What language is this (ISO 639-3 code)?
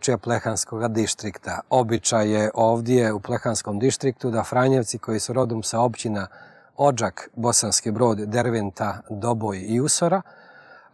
bos